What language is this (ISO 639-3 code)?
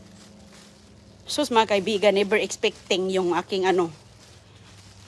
fil